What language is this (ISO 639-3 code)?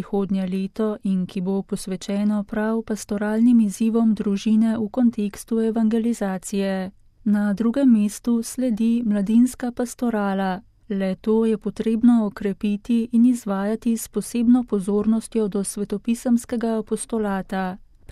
slv